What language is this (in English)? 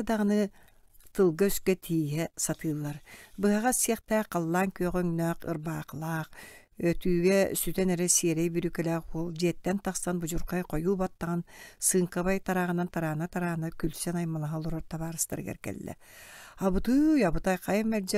Yakut